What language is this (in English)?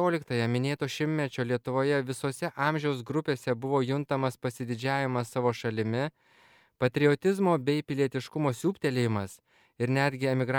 Lithuanian